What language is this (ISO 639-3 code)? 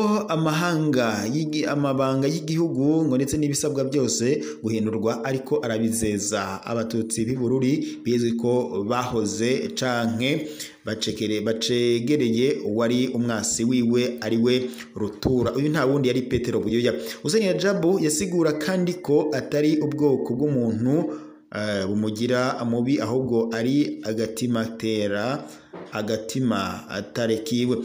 run